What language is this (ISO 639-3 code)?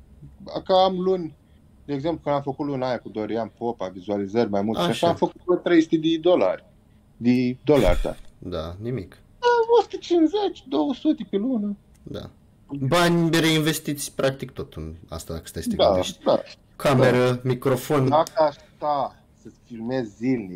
ron